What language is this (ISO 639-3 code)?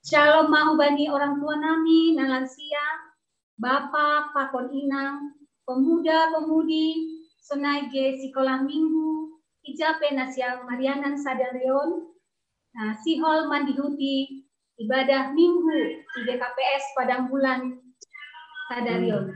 bts